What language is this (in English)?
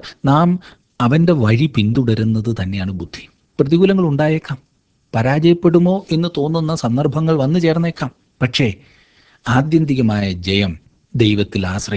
Malayalam